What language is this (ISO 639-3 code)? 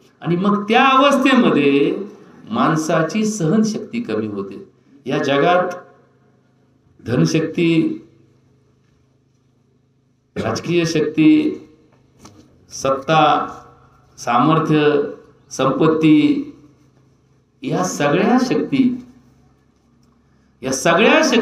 mar